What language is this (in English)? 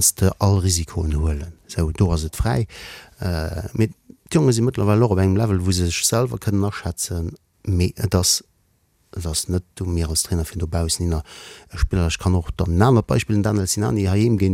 Luxembourgish